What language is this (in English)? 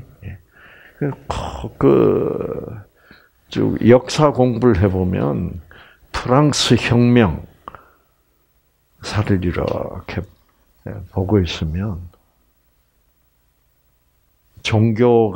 Korean